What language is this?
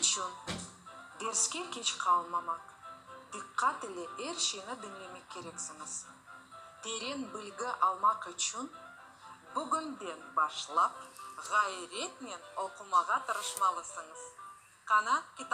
Crimean Tatar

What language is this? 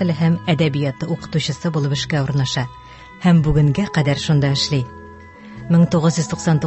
Tatar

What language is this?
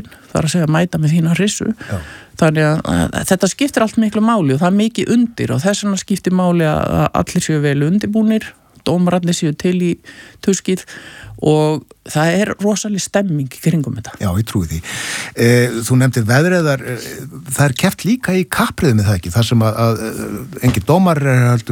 Icelandic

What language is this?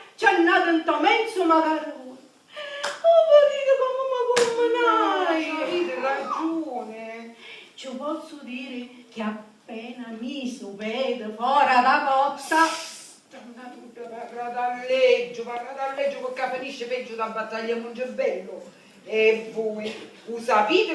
Sicilian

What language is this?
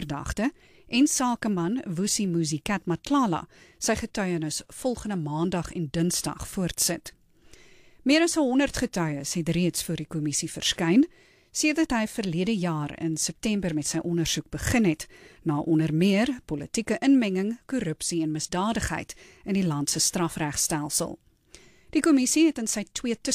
Afrikaans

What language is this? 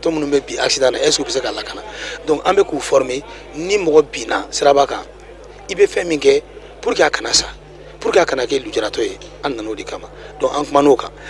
Bambara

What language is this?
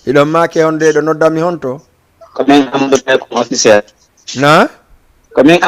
Fula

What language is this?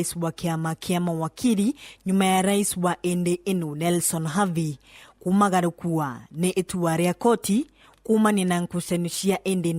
Meru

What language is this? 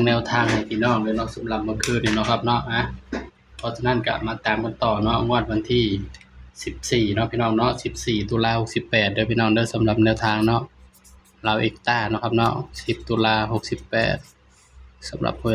Northeastern Thai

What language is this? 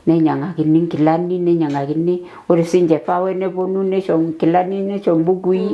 Masai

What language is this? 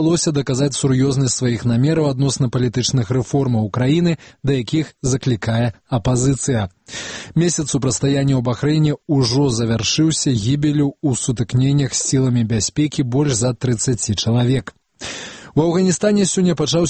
Belarusian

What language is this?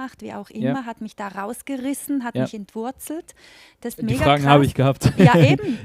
Swiss German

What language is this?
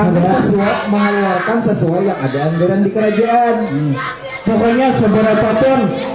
Banjar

